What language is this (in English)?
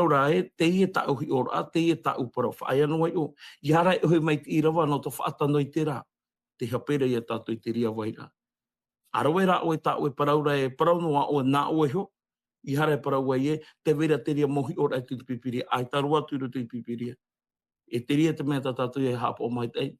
Tahitian